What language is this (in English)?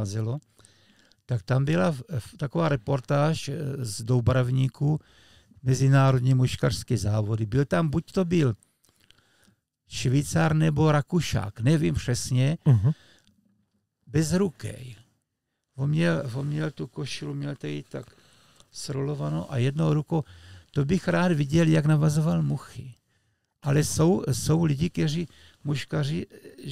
Czech